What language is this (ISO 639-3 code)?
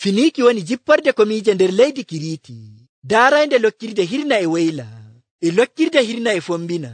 fuv